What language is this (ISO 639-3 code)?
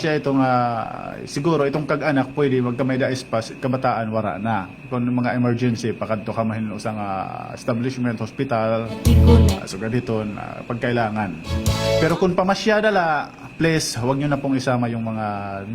war